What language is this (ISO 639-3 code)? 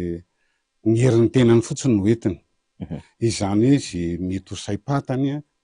mlg